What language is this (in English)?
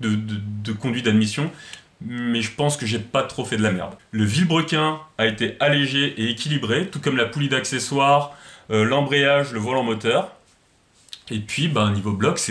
French